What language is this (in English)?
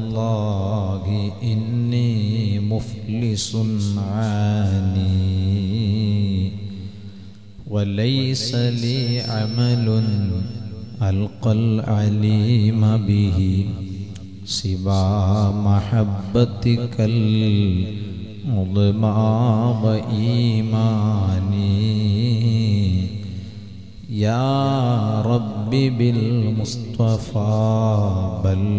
Malayalam